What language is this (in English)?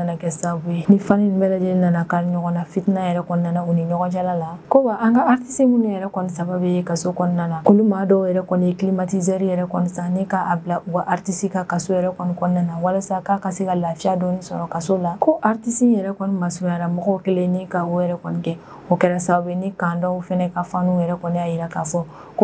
Bambara